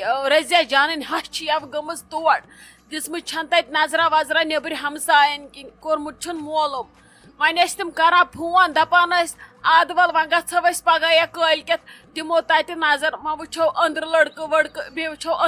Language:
Kashmiri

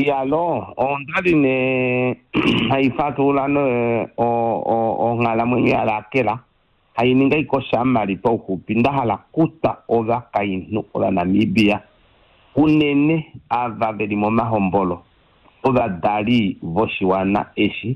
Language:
Kuanyama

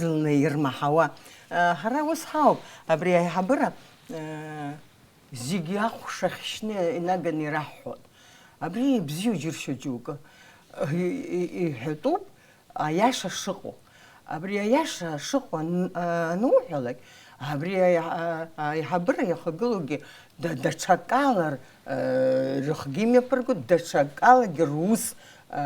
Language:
Abkhazian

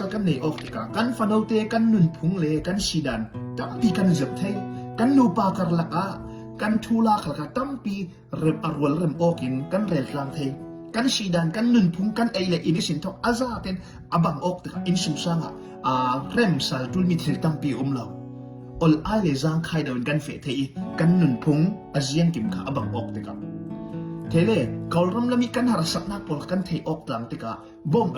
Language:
Falam Chin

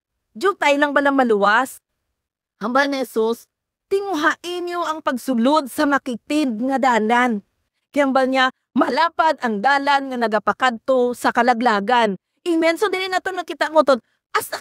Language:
Hiligaynon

